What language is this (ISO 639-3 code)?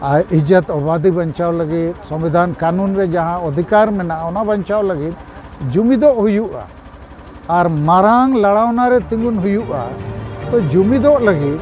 sat